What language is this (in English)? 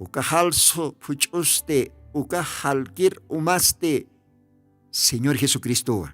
Aymara